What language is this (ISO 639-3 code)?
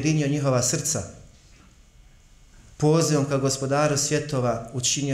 bos